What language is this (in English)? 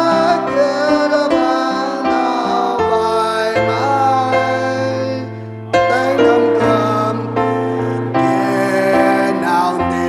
Central Mnong